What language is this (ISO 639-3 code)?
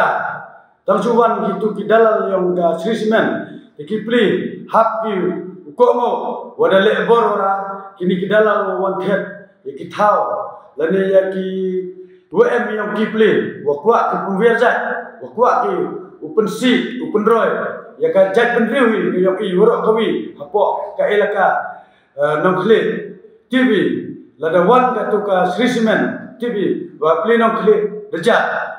pbv